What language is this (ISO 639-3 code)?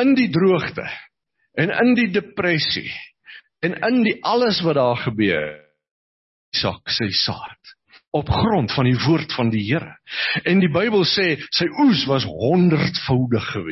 afr